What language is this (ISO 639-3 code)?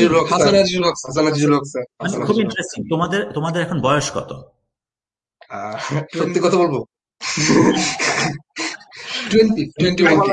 ben